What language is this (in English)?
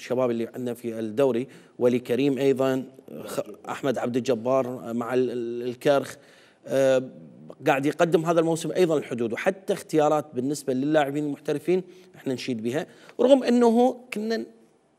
Mesopotamian Arabic